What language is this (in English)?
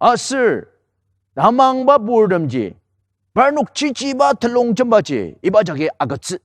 Ao Naga